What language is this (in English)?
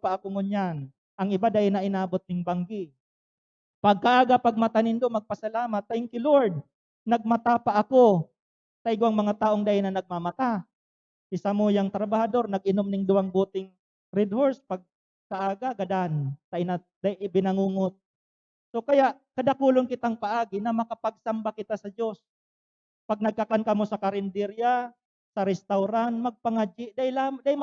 Bikol